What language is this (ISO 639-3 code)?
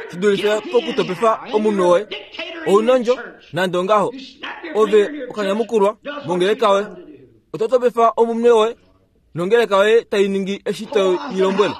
kua